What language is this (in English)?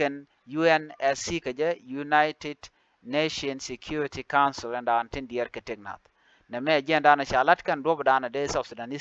Nuer